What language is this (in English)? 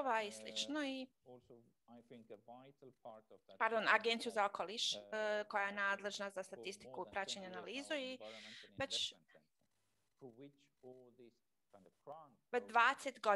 Croatian